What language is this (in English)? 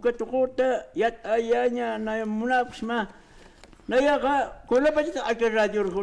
Aymara